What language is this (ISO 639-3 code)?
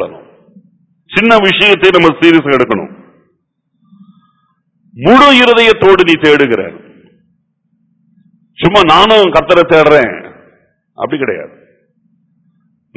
tam